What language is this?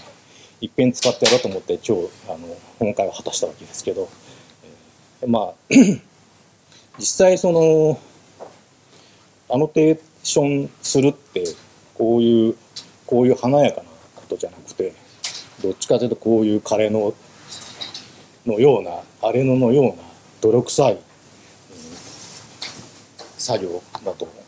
Japanese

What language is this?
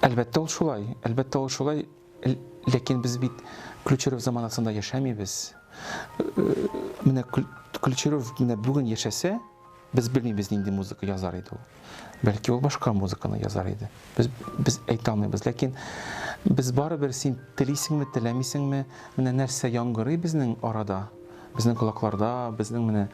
Tatar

